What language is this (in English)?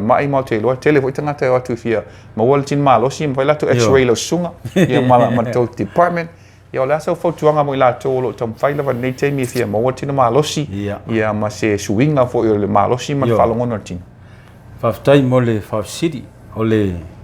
Samoan